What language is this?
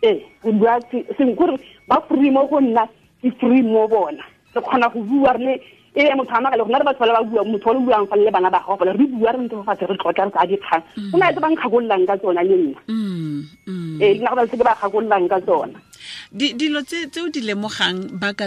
Tswana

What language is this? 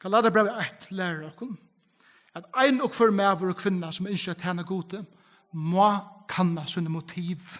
Faroese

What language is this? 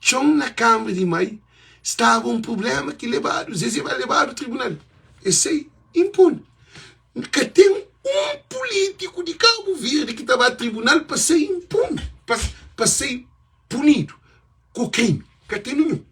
Kabuverdianu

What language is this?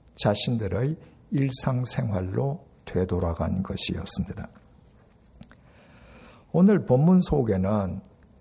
Korean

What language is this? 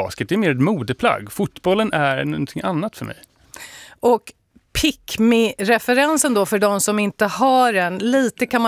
Swedish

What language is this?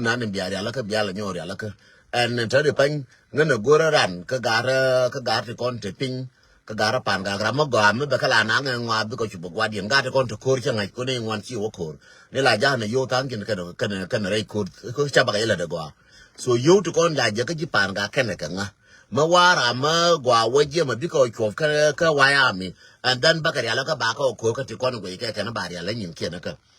Nuer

